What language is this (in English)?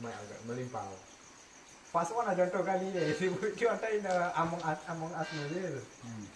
Minangkabau